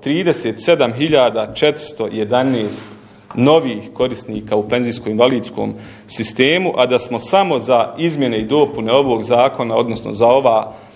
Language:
Bosnian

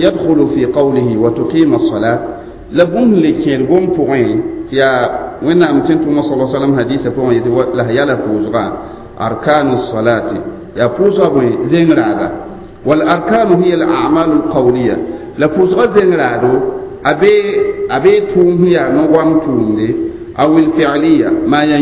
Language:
Mossi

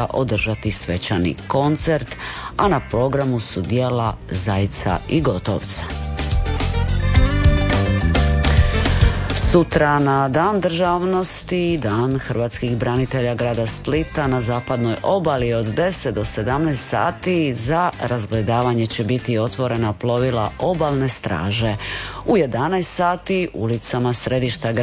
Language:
Croatian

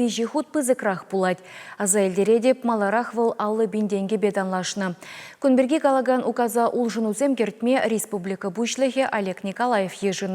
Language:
Chuvash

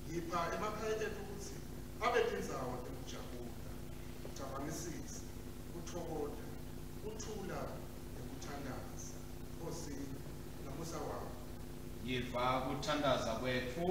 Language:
Swati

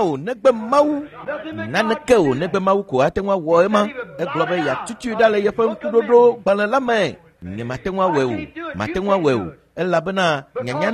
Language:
Ewe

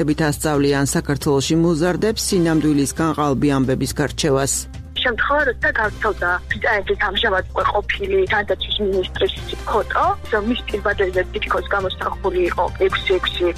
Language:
Georgian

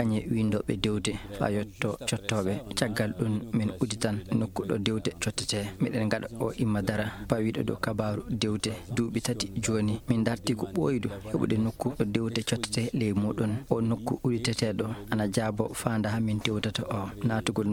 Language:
Fula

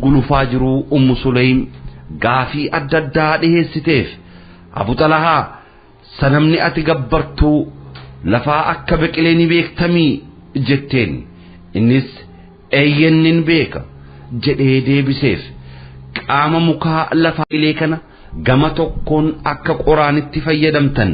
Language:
Oromo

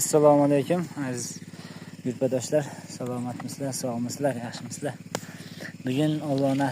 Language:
Uzbek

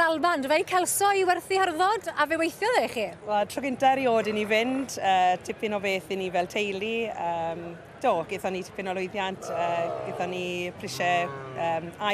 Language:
Welsh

